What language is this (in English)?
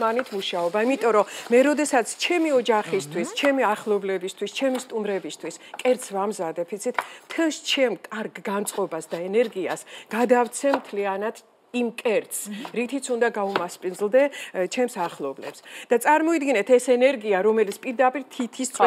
Georgian